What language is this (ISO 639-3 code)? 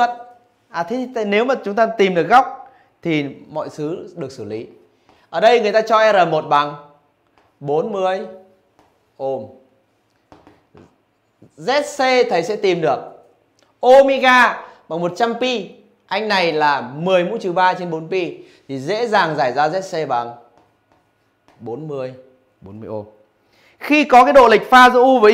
vie